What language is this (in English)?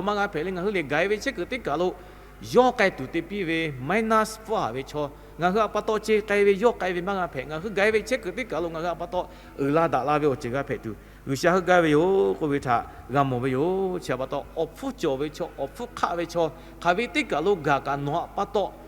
Lahu